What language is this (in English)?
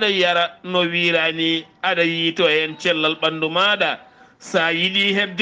Fula